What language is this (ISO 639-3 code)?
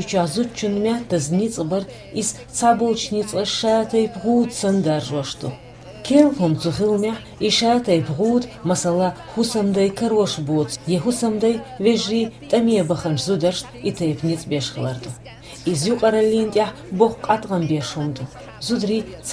che